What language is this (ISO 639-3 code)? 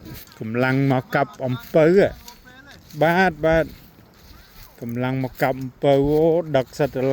khm